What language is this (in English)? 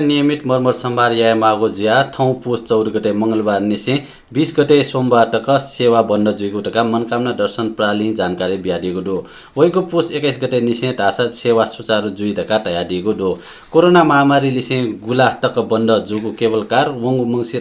Newari